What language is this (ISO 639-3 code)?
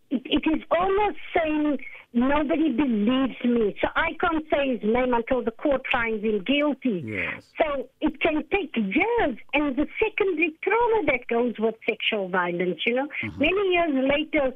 eng